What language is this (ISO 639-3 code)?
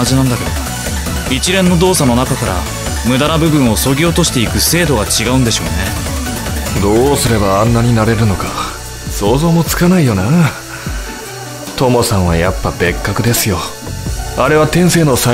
jpn